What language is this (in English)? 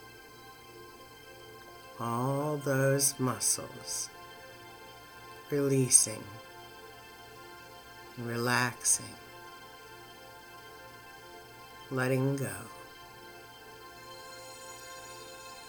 English